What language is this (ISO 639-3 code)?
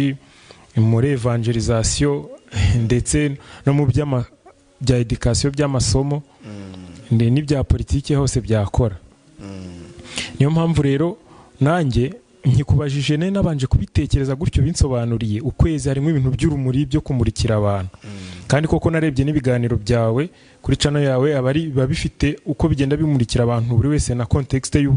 kin